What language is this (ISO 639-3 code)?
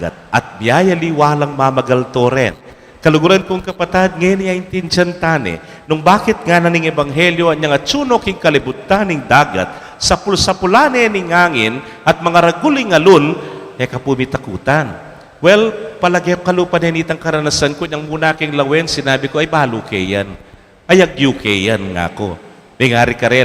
pam